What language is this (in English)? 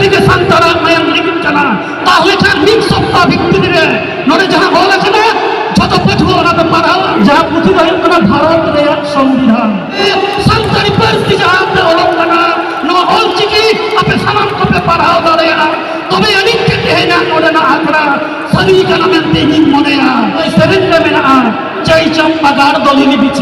Santali